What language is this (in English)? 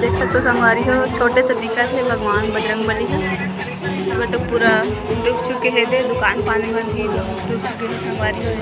Chhattisgarhi